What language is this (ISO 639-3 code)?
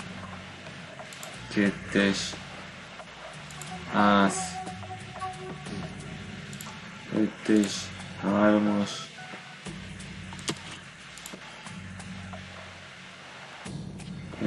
hun